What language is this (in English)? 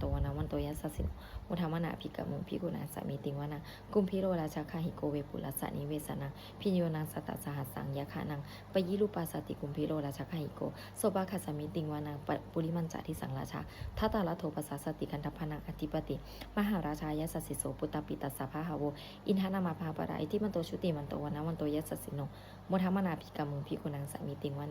Pali